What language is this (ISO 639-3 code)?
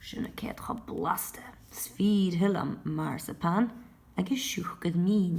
gla